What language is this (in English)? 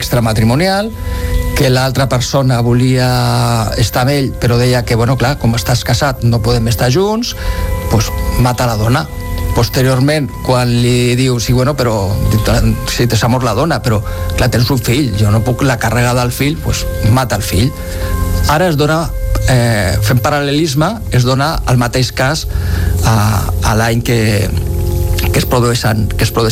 Catalan